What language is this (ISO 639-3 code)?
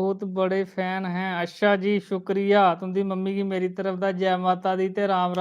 doi